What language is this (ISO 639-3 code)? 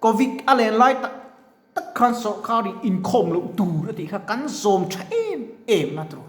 lus